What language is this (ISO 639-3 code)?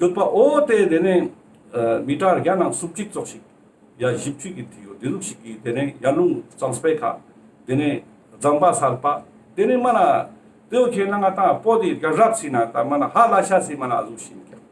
lbj